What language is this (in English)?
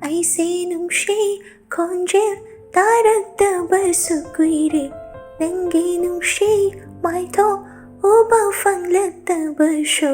Manipuri